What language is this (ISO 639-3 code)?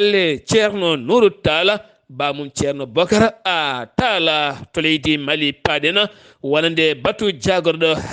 ful